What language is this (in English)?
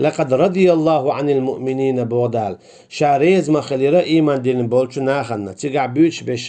Chechen